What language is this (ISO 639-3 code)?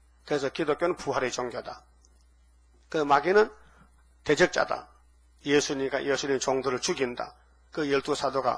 kor